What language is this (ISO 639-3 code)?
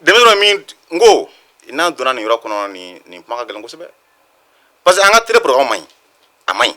bam